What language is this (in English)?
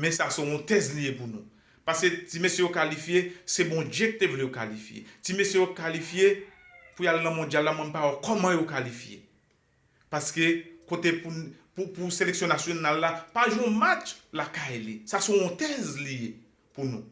Haitian Creole